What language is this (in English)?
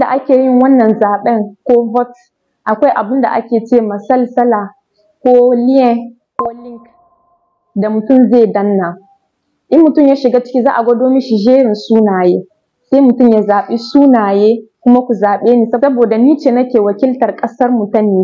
Hausa